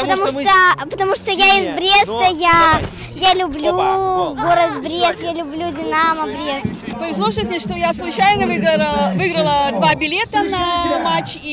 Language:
Russian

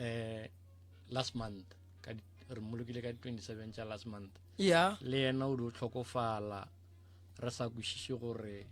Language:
Northern Sotho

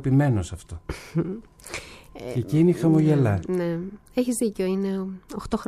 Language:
Greek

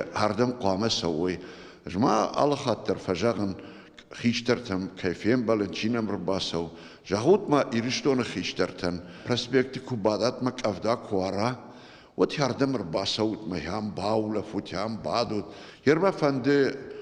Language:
Ossetic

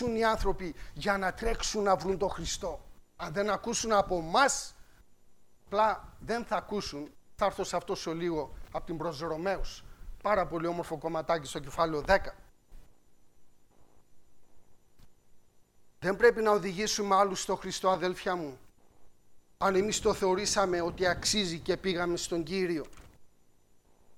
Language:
Greek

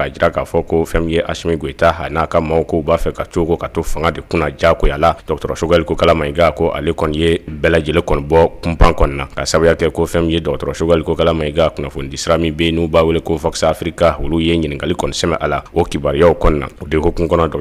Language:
Bambara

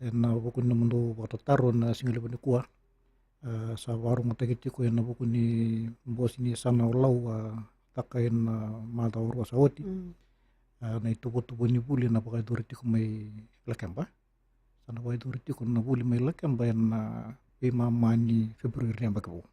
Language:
Fijian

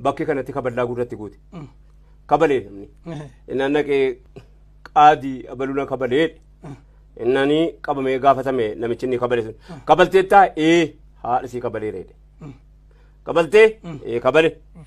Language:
Oromo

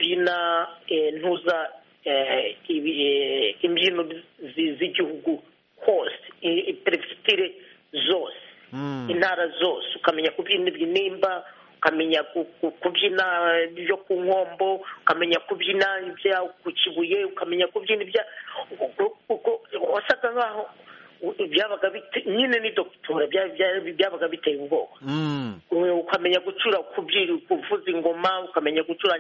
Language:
Kinyarwanda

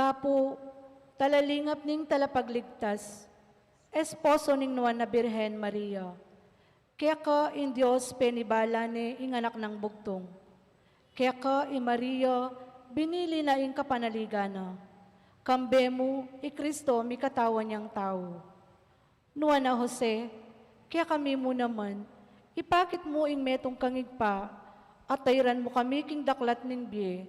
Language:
Pampanga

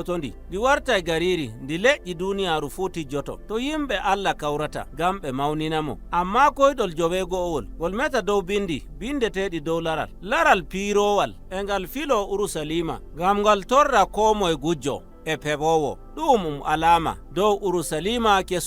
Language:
Nigerian Fulfulde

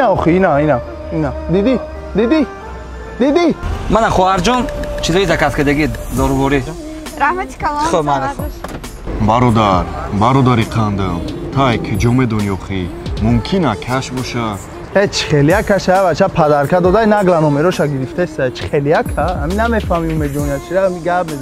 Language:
Tajik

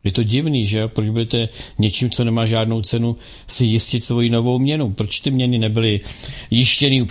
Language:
Czech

